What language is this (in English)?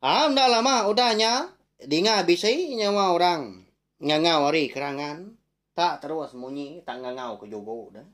Iban